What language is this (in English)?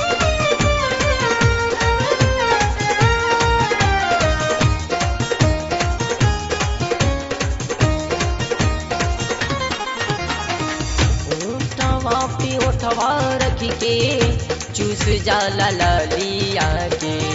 Bhojpuri